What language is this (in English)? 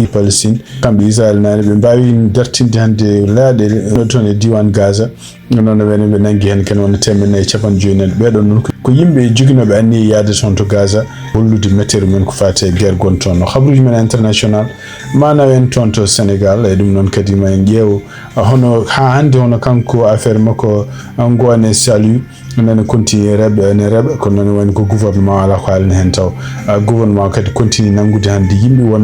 Fula